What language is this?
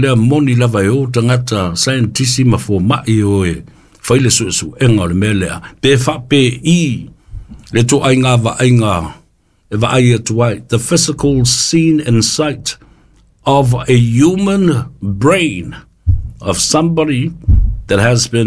Samoan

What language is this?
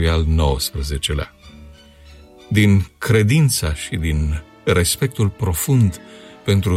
Romanian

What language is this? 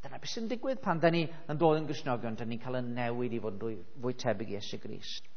Welsh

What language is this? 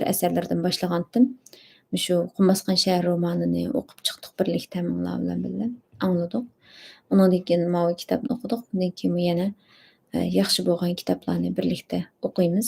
Uyghur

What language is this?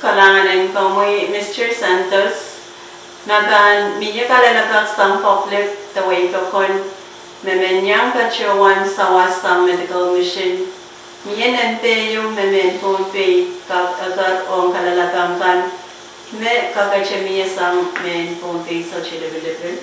Pohnpeian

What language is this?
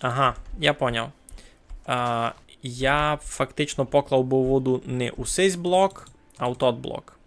Rusyn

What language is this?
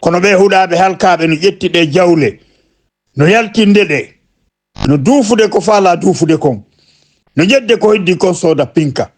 Fula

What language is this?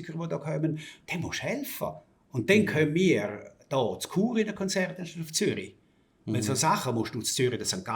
Swiss German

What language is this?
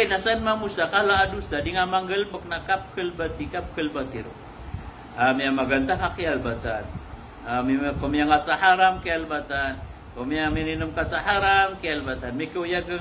Maranao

